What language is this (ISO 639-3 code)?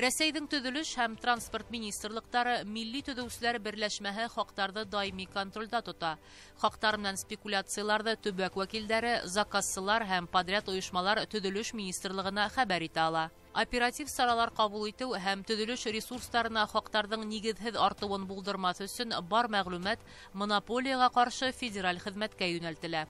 bak